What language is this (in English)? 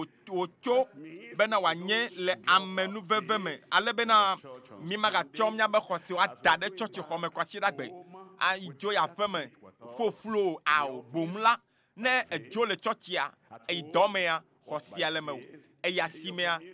Ewe